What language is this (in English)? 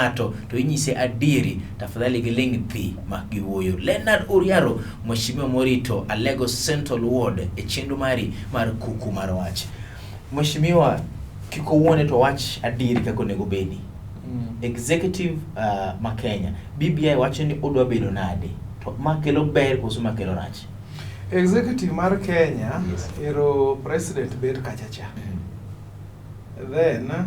Luo (Kenya and Tanzania)